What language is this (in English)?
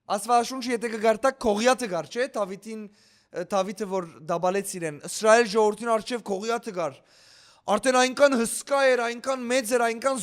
Western Armenian